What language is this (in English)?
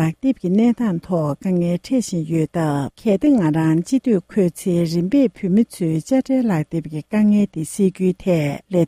Tibetan